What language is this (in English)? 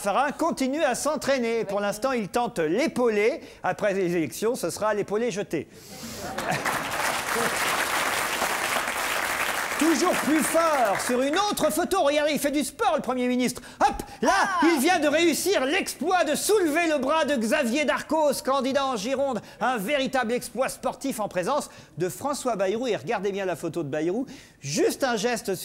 French